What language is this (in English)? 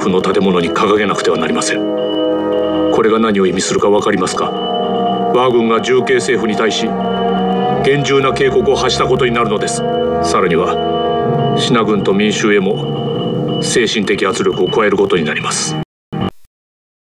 Japanese